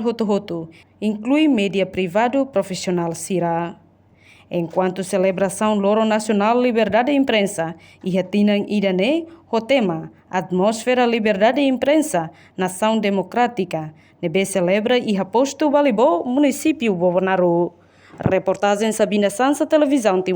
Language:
Tetum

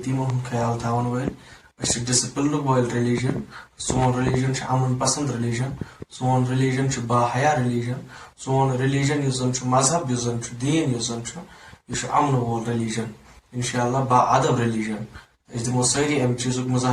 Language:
Kashmiri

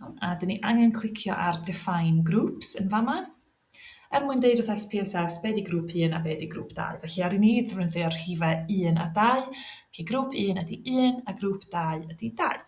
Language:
Welsh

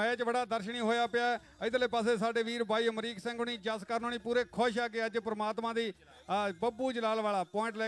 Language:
Punjabi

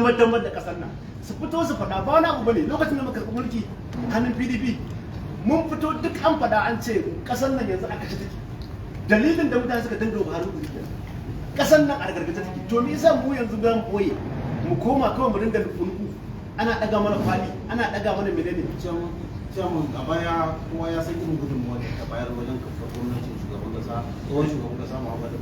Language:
Hausa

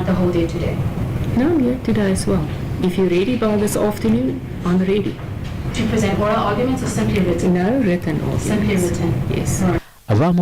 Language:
Venda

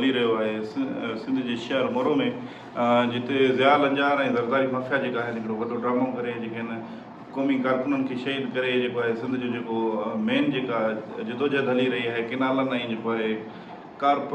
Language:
Sindhi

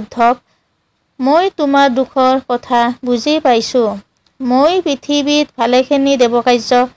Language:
Assamese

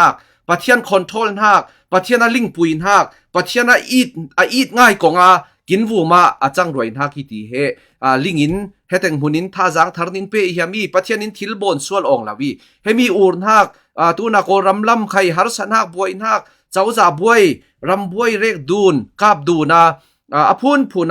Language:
Falam Chin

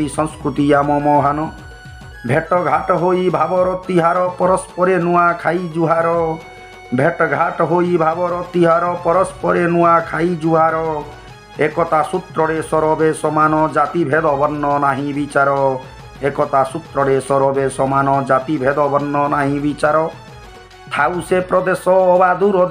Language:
Sambalpuri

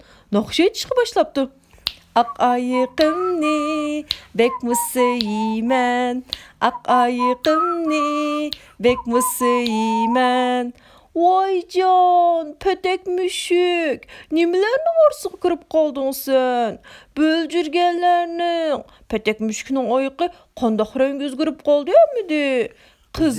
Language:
Uyghur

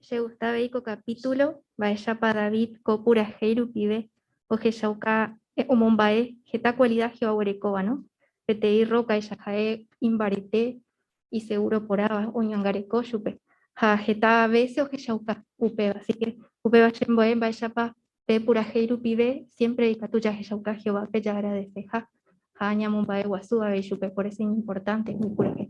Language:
Guarani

